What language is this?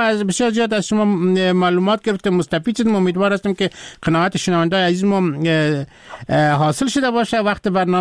Persian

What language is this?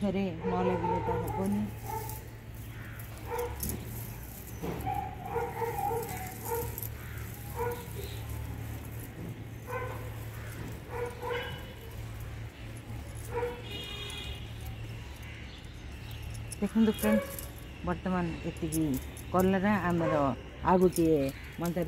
Odia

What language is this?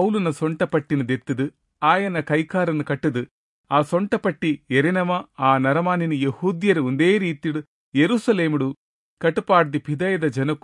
Tulu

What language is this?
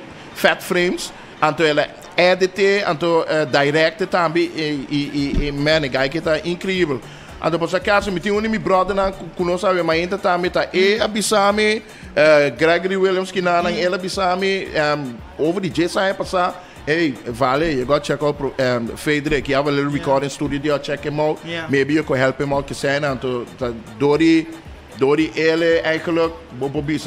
Papiamento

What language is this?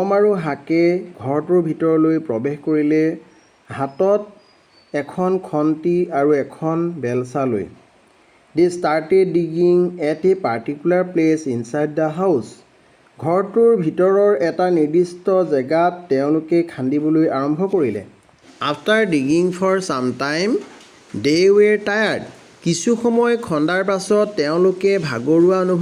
Assamese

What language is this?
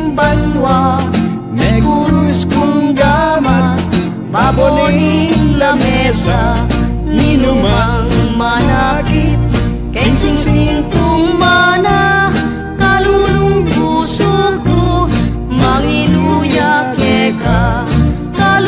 Pampanga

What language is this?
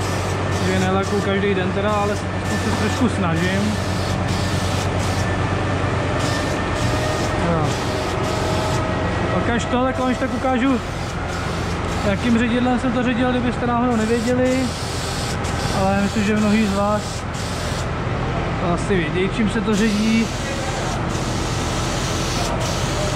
Czech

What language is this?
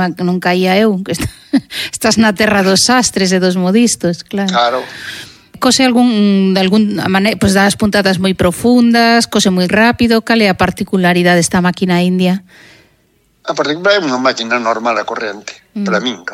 Galician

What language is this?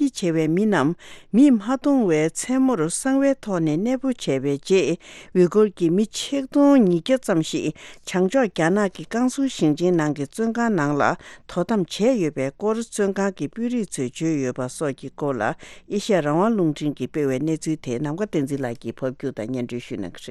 Tibetan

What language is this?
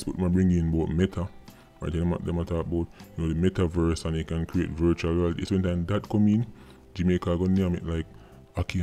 Jamaican Creole English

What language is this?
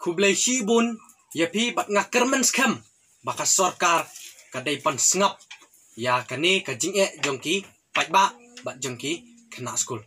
Khasi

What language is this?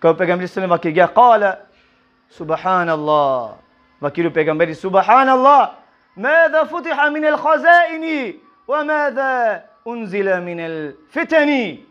Balkan Romani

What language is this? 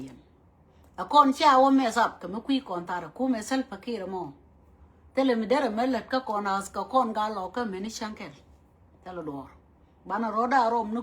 Nuer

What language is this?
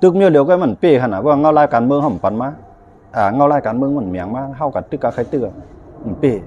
Shan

